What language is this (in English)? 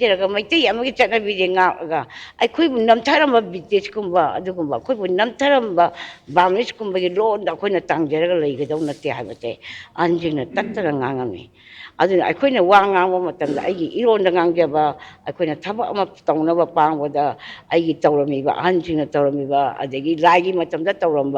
Manipuri